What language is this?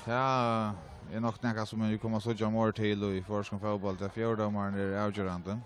Faroese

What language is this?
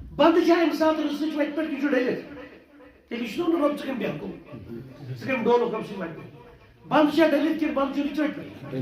Kashmiri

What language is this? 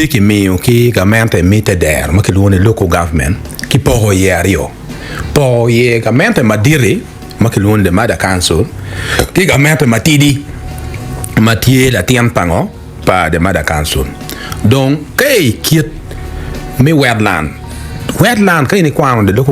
Acoli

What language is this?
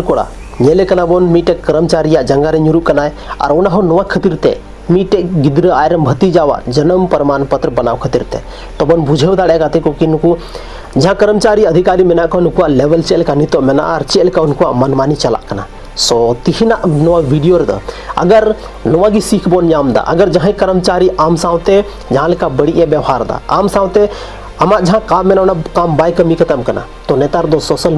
Santali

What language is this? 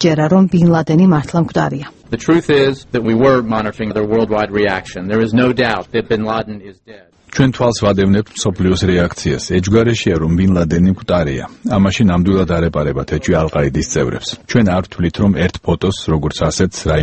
Georgian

